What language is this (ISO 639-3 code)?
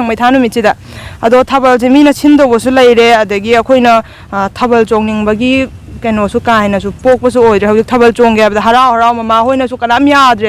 mni